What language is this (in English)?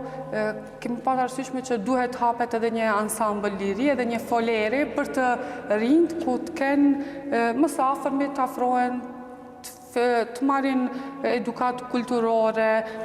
Albanian